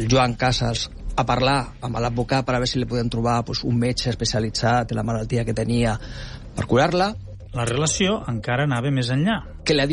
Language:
Catalan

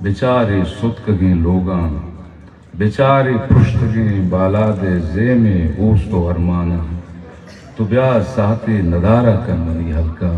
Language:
Baluchi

